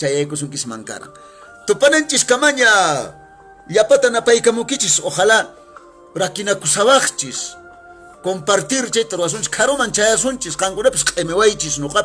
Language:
Quechua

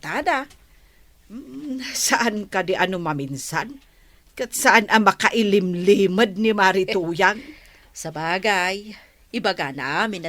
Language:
Iloko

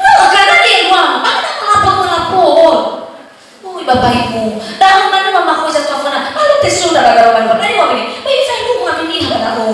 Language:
Nias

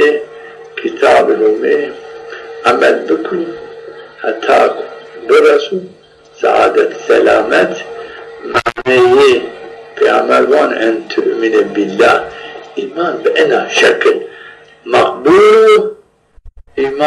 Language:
Zaza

